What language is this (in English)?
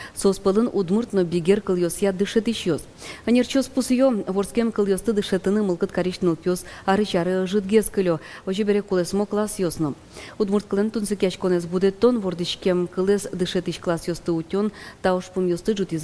Udmurt